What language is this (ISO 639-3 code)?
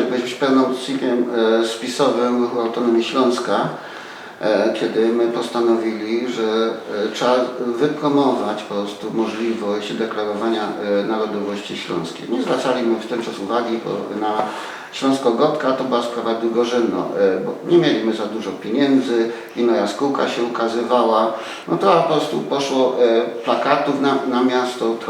szl